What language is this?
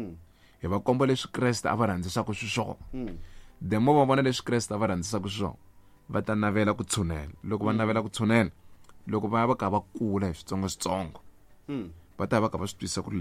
Tsonga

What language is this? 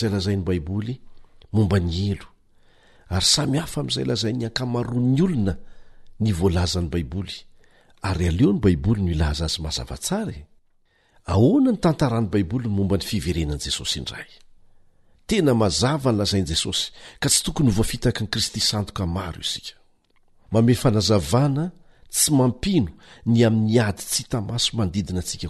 Malagasy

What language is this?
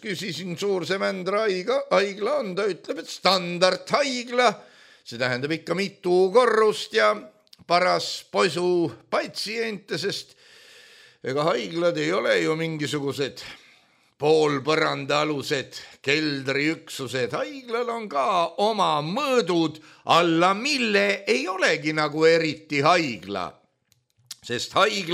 Estonian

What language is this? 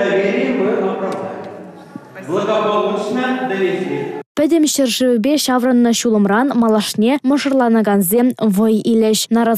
Chuvash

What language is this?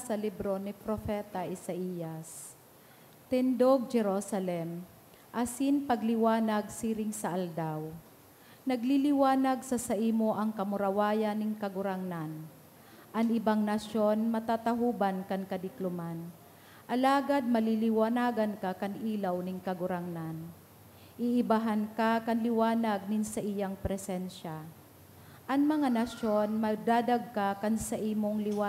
Bikol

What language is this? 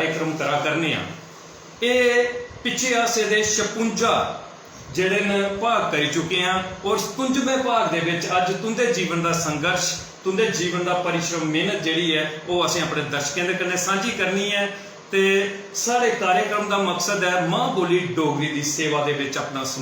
Dogri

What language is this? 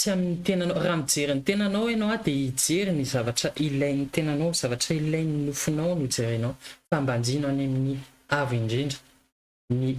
Malagasy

